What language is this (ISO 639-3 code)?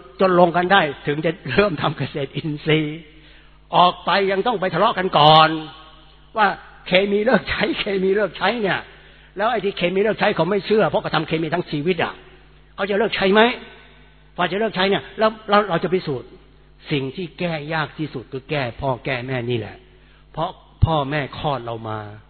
tha